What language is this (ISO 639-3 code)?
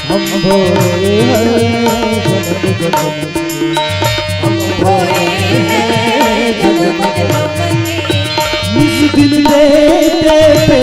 hne